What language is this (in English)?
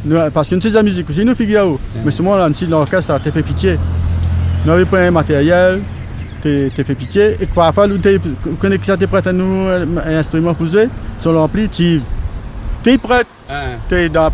Réunion Creole French